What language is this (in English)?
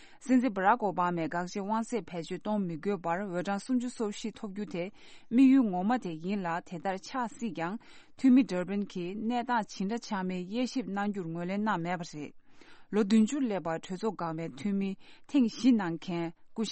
Tibetan